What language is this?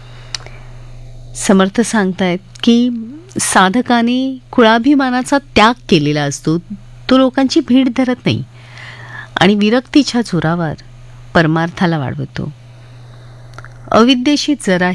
Marathi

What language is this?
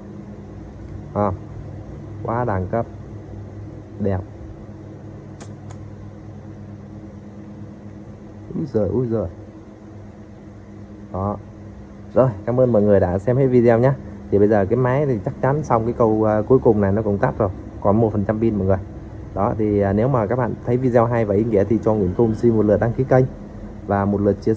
Vietnamese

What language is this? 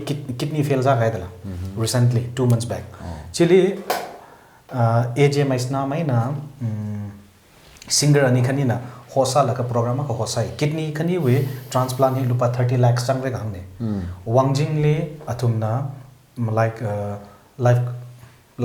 Tangkhul Naga (India)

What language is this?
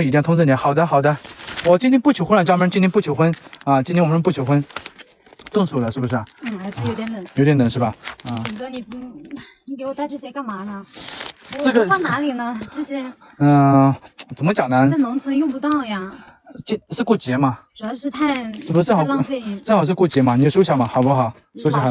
Chinese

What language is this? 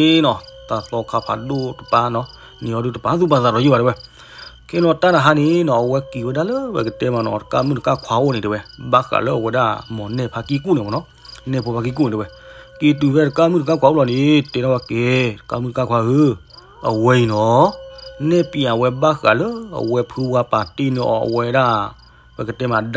S'gaw Karen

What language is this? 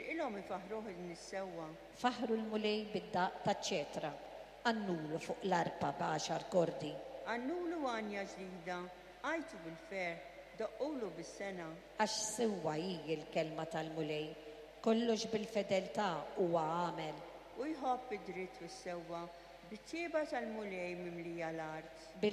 Maltese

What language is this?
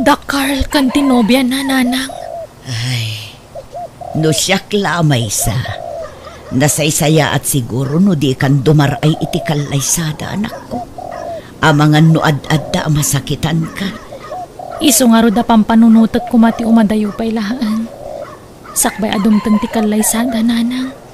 Iloko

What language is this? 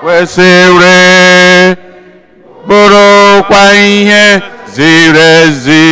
Igbo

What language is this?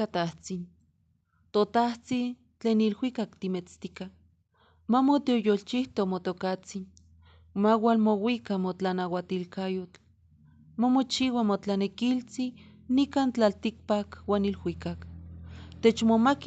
Eastern Huasteca Nahuatl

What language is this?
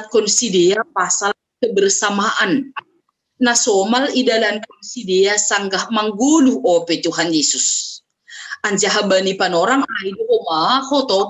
Batak Simalungun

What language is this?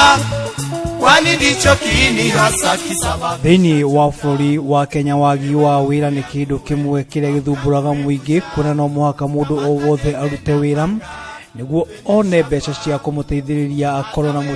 Kikuyu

